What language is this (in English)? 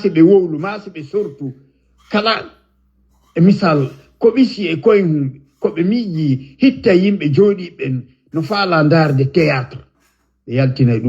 Fula